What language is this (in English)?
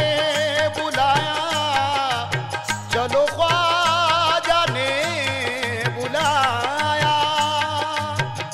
Hindi